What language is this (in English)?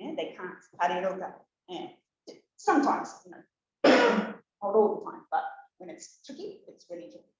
Rarotongan